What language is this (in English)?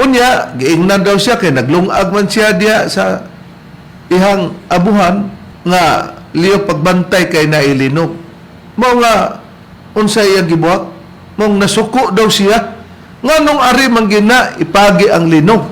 Cebuano